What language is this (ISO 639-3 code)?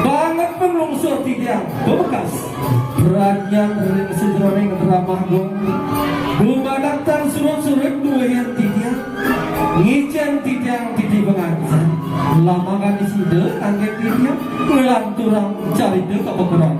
ban